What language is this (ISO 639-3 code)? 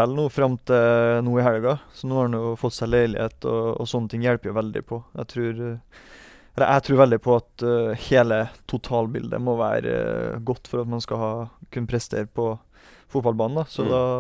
nor